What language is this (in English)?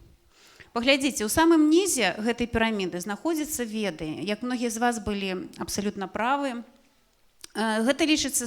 Belarusian